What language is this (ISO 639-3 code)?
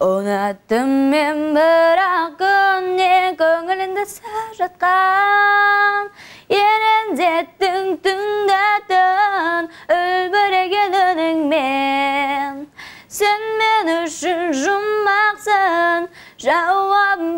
kaz